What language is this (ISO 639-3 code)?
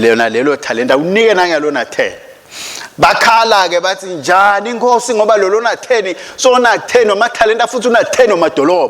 ssw